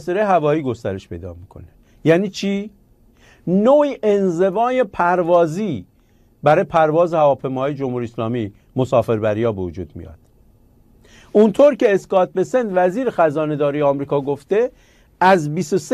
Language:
Persian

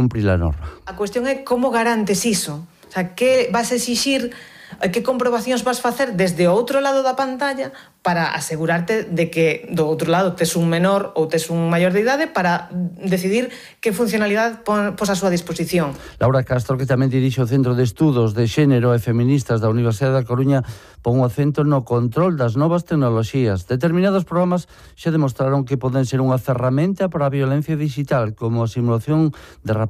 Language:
Galician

